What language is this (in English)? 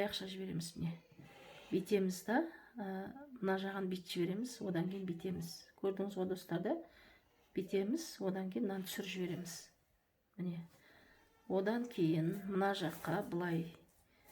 Kazakh